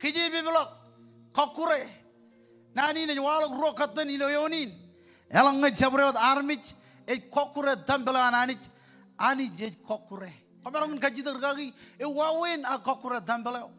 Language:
Marshallese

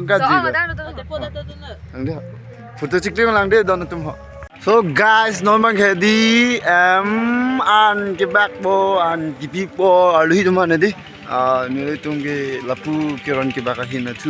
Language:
Karbi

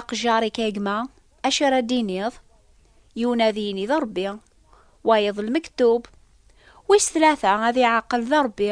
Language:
Kabyle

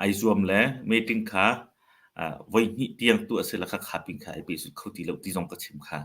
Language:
Hakha Chin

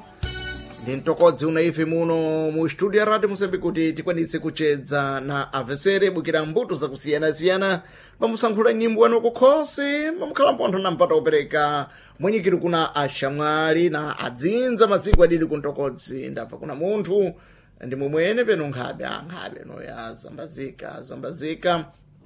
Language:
Sena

